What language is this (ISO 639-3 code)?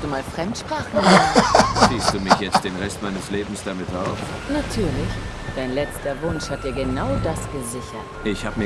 gsw